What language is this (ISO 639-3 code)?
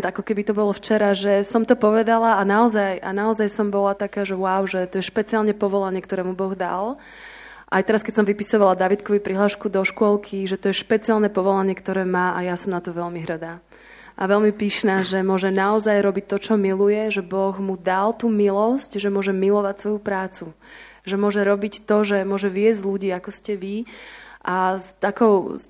slk